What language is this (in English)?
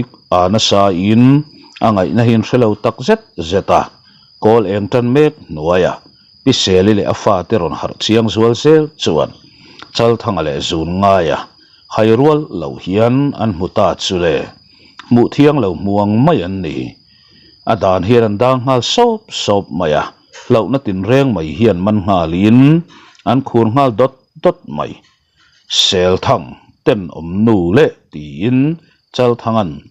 Mizo